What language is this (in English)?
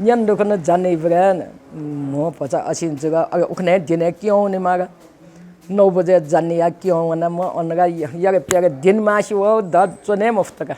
Newari